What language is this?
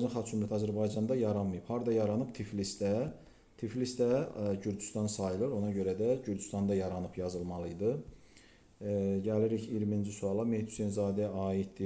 Azerbaijani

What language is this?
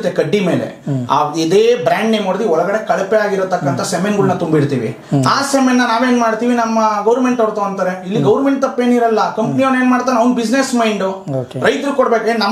Kannada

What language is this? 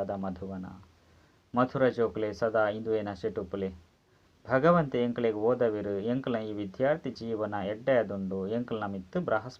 Tulu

